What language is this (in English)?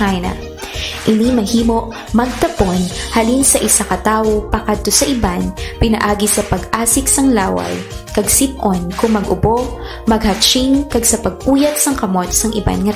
Hiligaynon